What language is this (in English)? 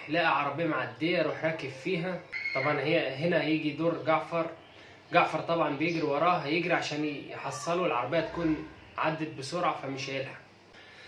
Egyptian Arabic